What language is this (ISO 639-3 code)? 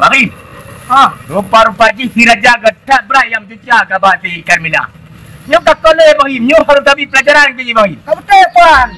ace